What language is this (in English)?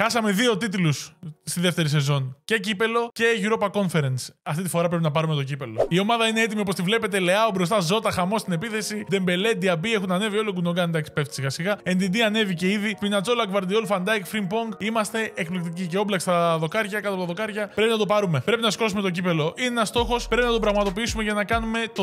Greek